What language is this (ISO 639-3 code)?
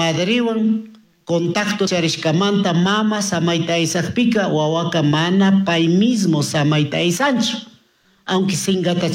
qug